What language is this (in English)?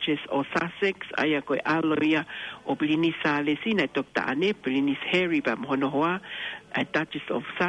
Tongan